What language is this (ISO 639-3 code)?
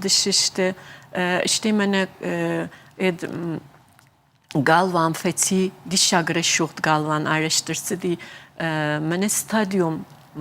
oss